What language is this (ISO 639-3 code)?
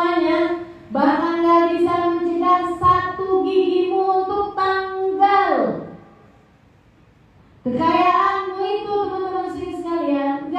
ind